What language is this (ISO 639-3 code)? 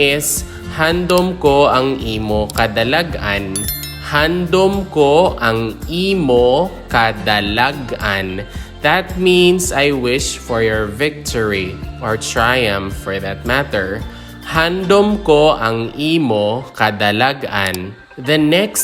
hil